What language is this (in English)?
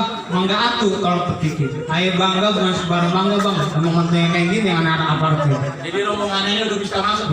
Betawi